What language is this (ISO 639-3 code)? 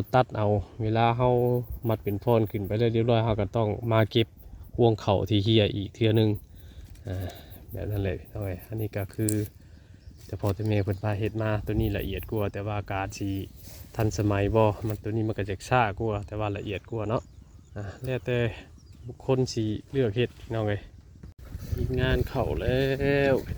tts